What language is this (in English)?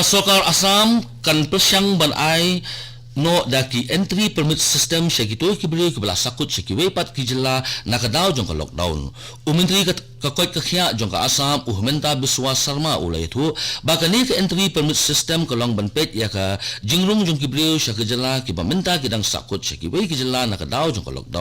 Khasi